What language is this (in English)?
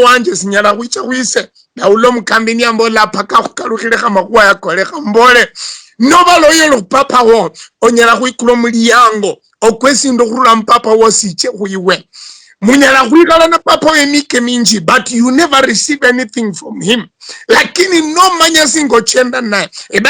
Luyia